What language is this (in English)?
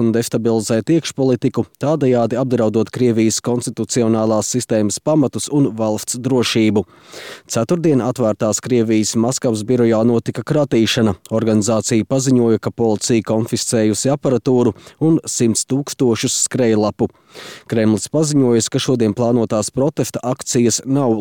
Latvian